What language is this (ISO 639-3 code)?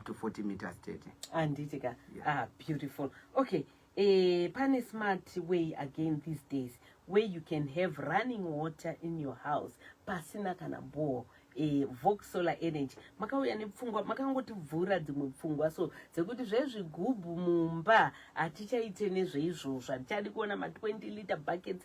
sna